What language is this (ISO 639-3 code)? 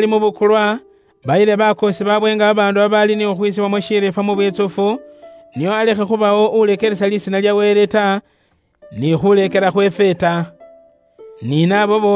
luy